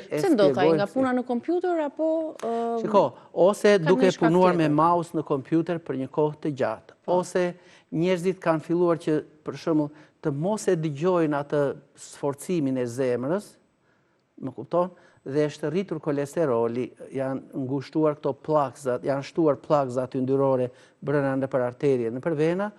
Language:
Albanian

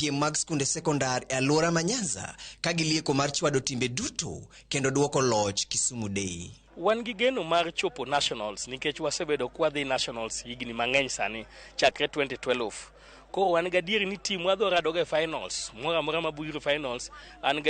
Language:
Luo (Kenya and Tanzania)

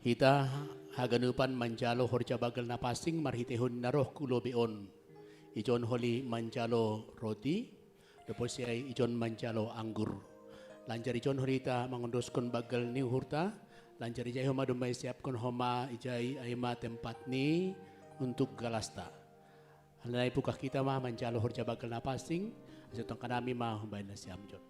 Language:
Batak Simalungun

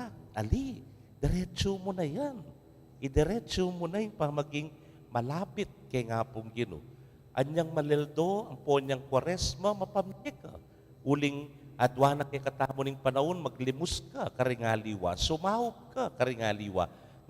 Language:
Pampanga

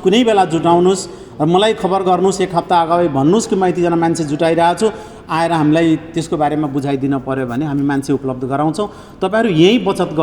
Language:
Nepali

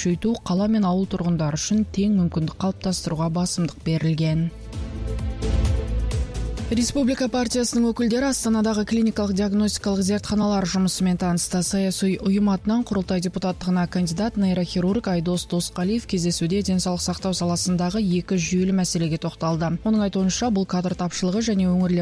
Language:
Kazakh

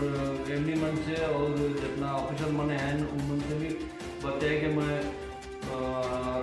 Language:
Sadri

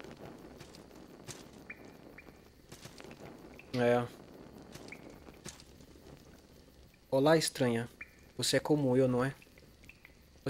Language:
Portuguese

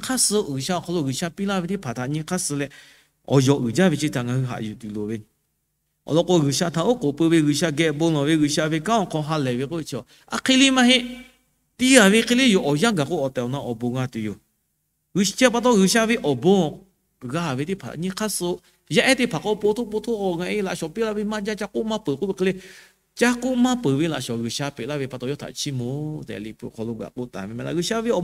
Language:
Lahu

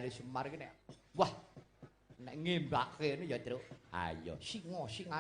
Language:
Javanese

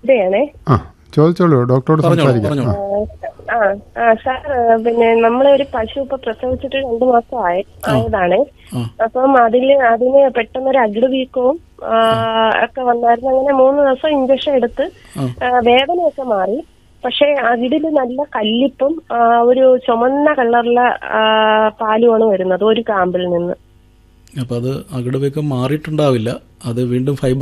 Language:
Malayalam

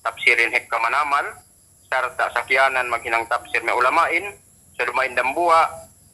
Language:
Yakan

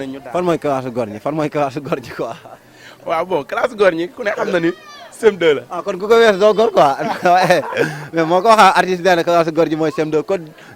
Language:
Wolof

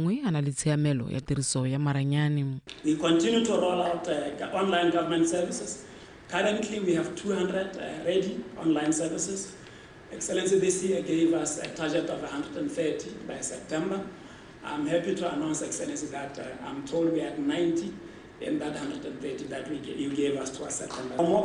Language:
Tswana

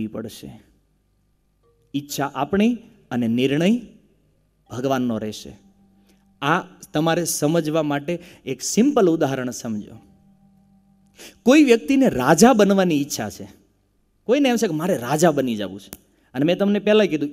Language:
Gujarati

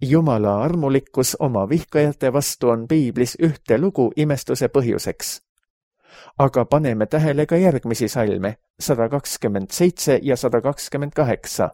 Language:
Estonian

